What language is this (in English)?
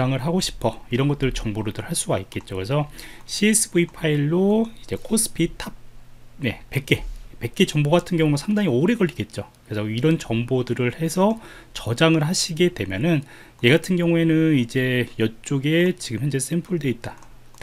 Korean